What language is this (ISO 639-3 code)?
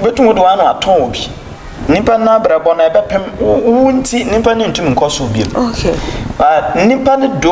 aka